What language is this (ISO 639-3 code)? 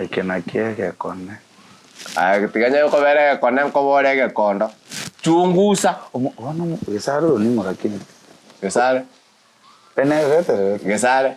guz